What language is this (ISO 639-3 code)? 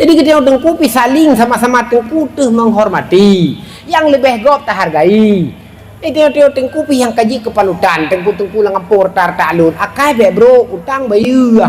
ace